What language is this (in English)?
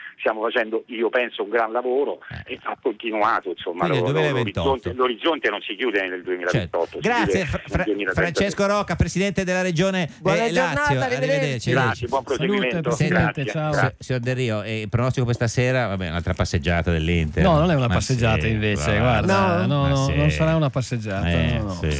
Italian